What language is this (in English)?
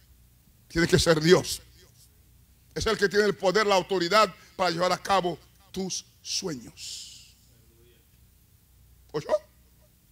Spanish